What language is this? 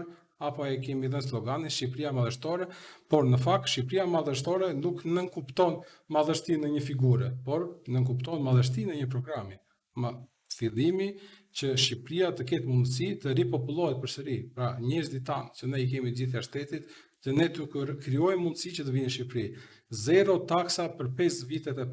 Albanian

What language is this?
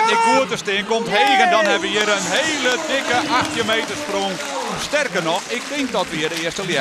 Western Frisian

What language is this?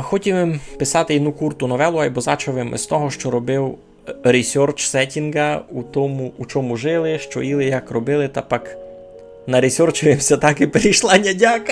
Rusyn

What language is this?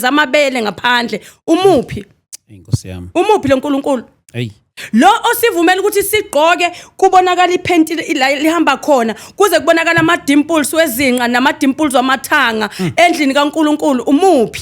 Zulu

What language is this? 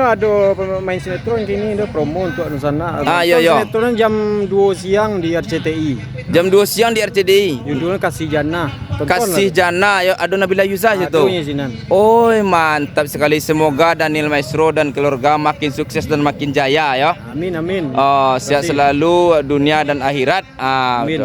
Minangkabau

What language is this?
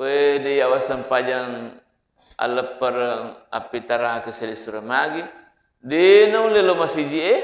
Buginese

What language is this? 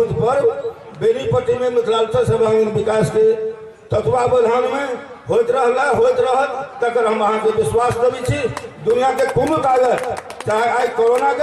Maithili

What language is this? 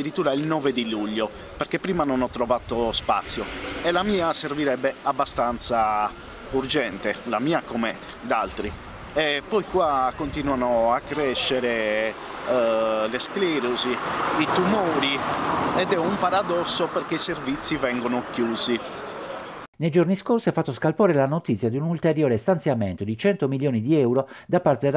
Italian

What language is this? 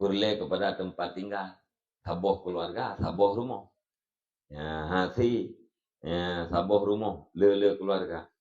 Achinese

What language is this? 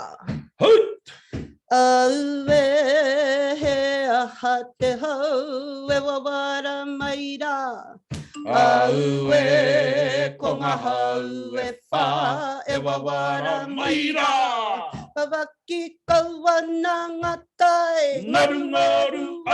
Māori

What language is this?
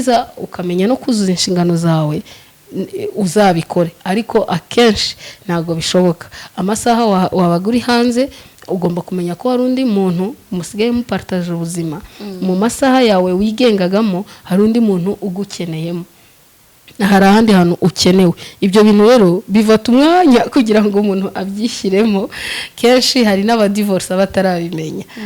Kinyarwanda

